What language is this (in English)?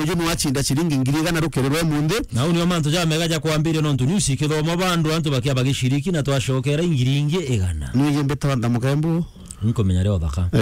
Meru